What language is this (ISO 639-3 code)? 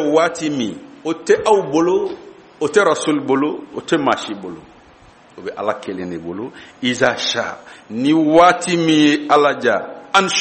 bam